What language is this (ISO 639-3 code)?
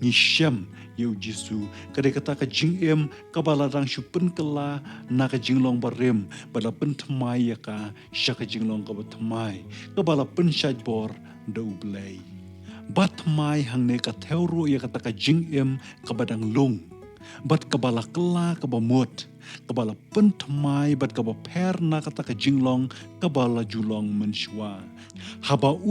kha